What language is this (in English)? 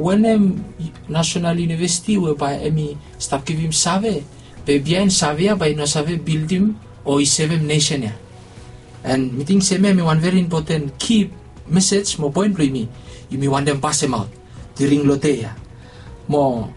Bislama